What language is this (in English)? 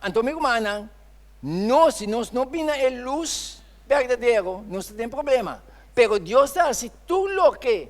Papiamento